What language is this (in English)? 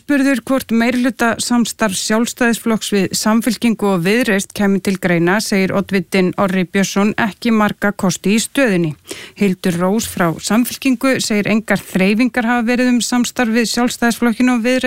Icelandic